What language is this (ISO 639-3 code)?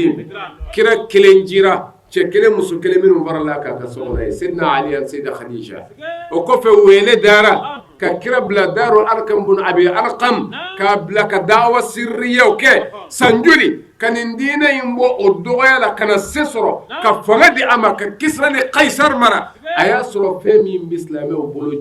bam